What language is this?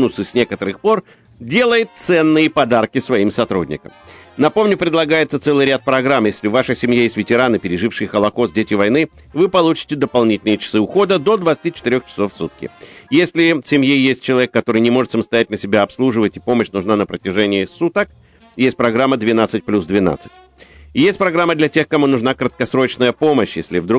Russian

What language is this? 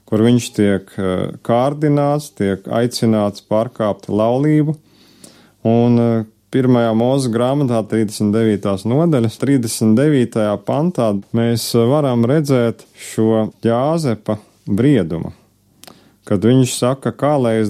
Latvian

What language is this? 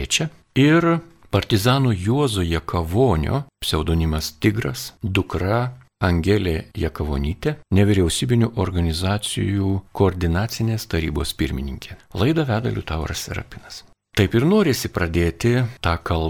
Lithuanian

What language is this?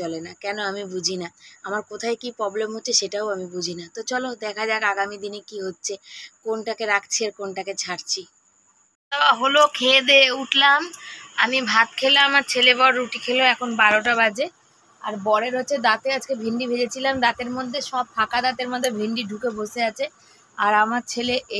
Bangla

